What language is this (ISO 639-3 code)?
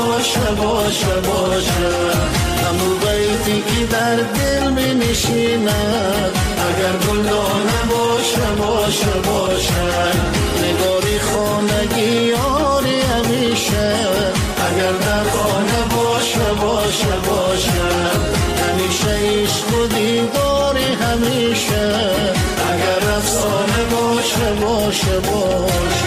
fas